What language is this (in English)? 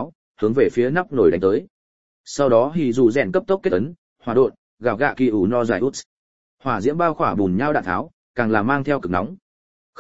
Vietnamese